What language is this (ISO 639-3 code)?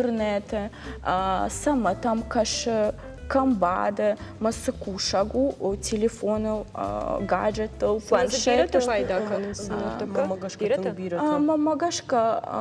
oss